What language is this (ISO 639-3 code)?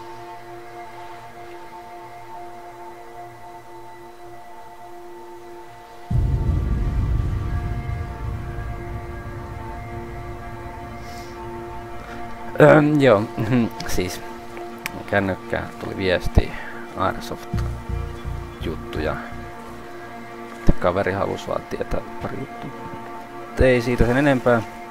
fin